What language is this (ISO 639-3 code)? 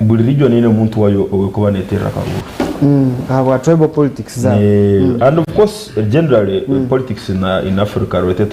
nyn